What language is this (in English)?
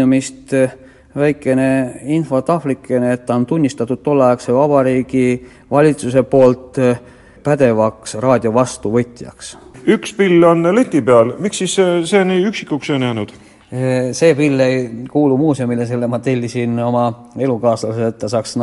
Estonian